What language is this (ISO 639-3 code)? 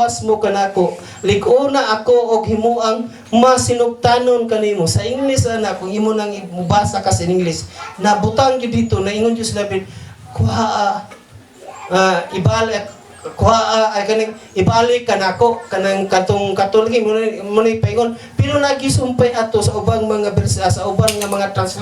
ceb